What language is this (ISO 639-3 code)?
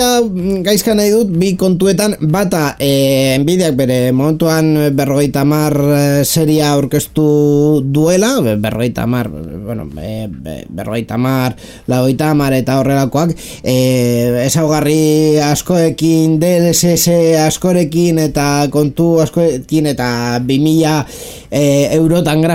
eus